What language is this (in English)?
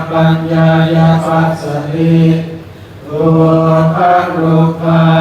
Pali